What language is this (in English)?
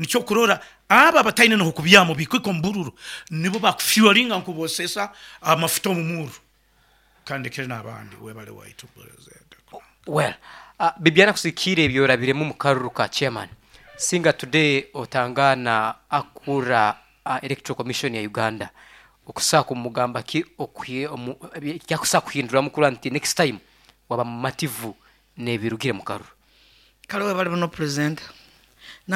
Nyankole